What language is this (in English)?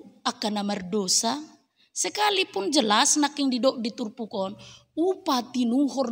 Batak Toba